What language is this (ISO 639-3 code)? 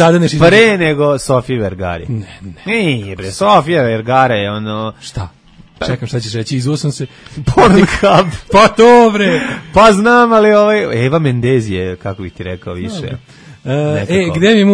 srp